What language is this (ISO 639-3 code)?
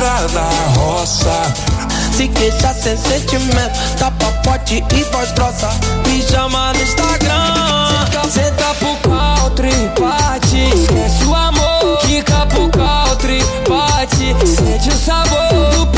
por